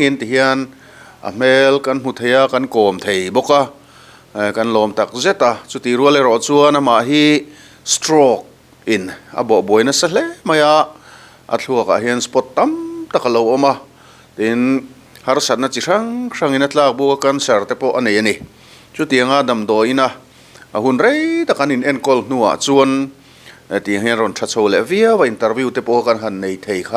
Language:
Mizo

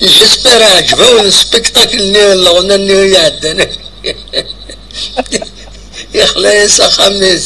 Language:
Kabyle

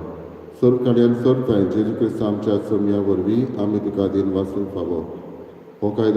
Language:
Konkani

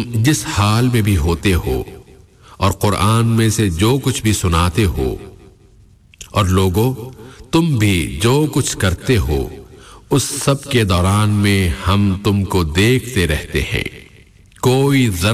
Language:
Urdu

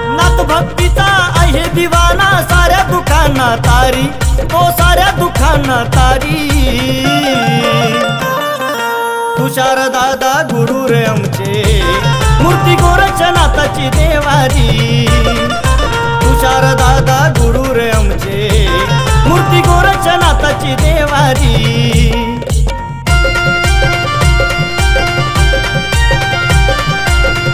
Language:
Marathi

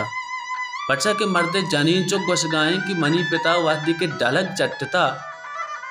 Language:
Baluchi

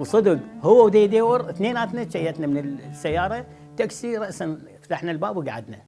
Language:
Mesopotamian Arabic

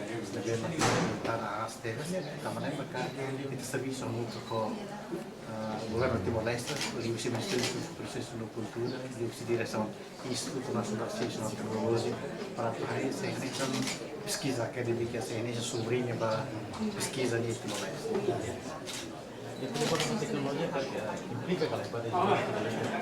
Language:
Tetum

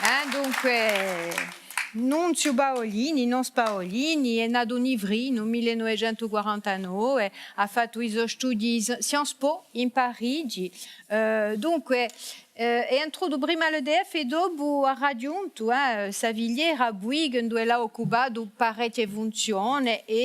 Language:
Corsican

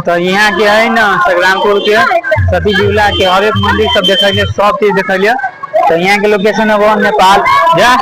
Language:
Maithili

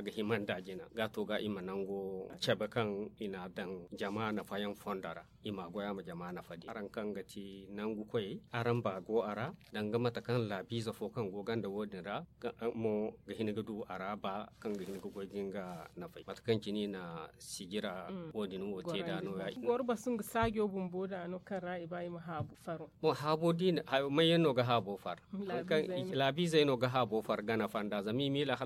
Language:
Zarma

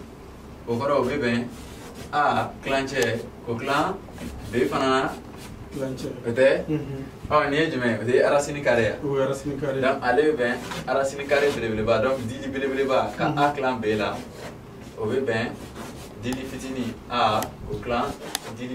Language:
Bambara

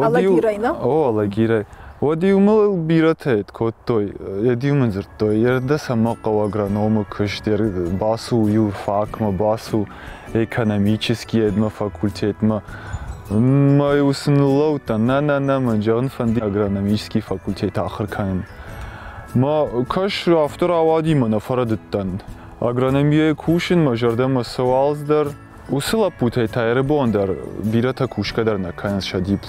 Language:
Ossetic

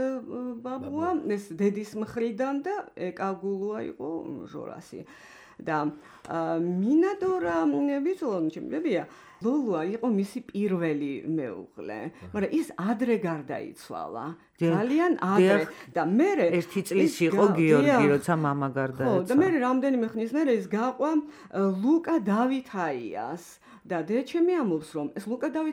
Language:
Georgian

